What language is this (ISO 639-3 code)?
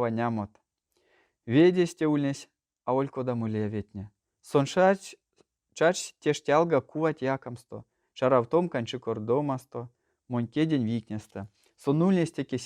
myv